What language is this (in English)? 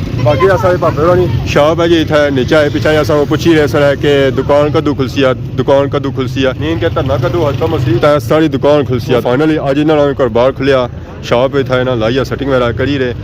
Pahari-Potwari